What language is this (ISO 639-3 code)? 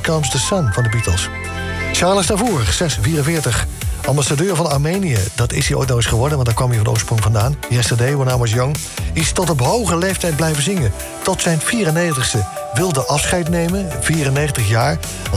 nld